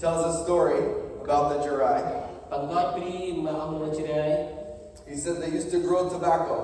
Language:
Central Mnong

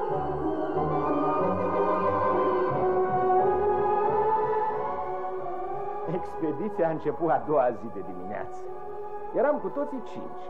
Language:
Romanian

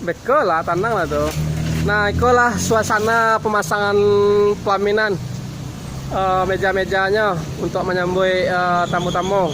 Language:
Minangkabau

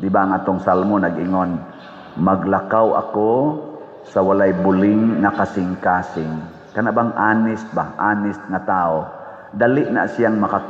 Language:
Cebuano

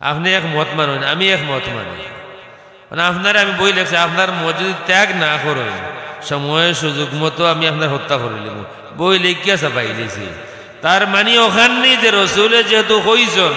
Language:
Sylheti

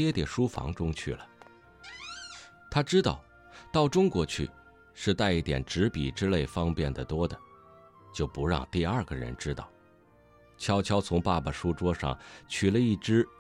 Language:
Chinese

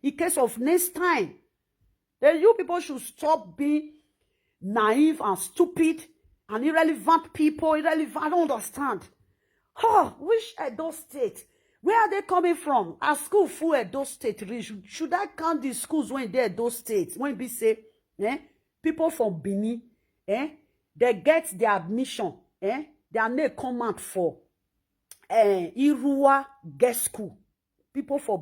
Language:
Nigerian Pidgin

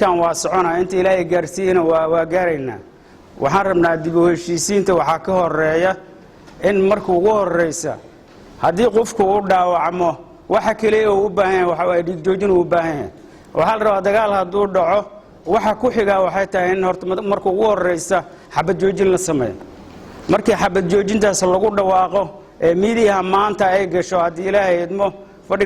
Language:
Somali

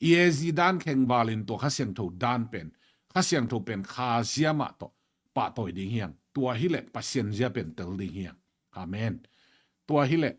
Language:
Tedim Chin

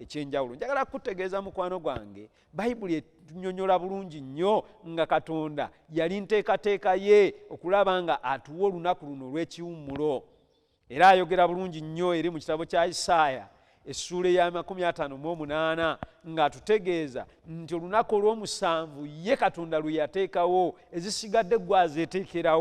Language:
Ganda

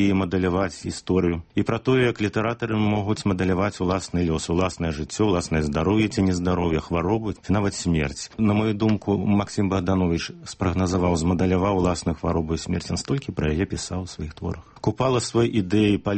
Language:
Belarusian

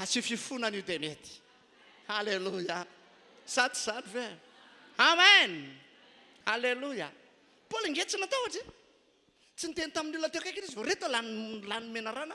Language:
Malagasy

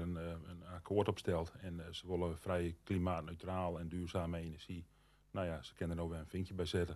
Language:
Western Frisian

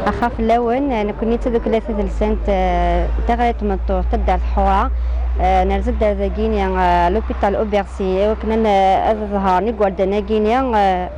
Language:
Kabyle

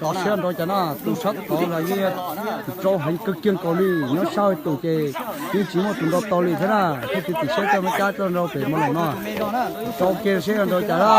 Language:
Hmong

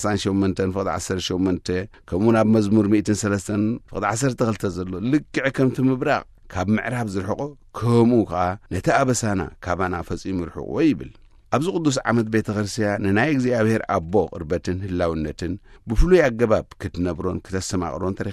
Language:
Tigrinya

